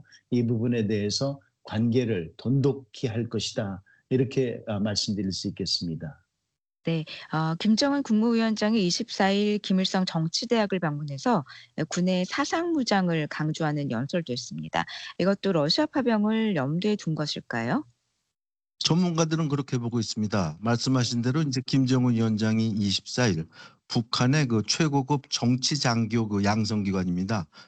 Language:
Korean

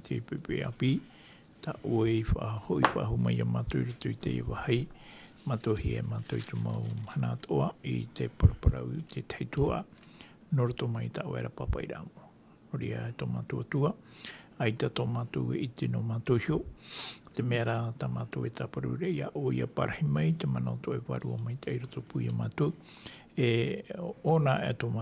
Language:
Tahitian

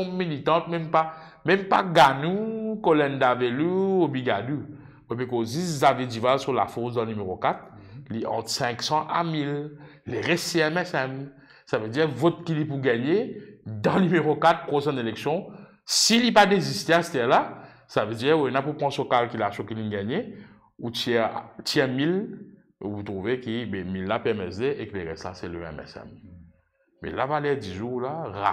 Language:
Morisyen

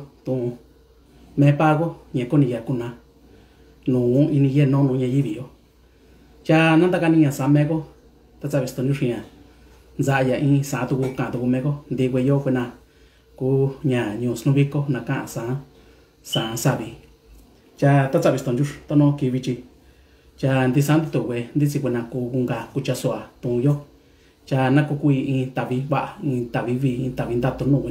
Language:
Mixtepec Mixtec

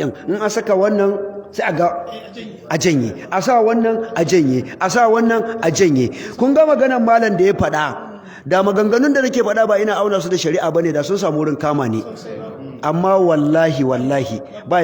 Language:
Hausa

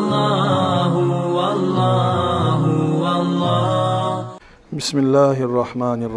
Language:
Kumyk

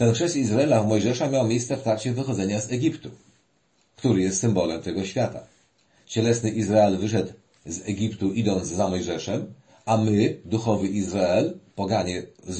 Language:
Polish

